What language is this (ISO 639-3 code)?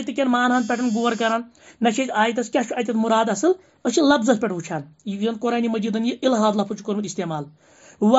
kas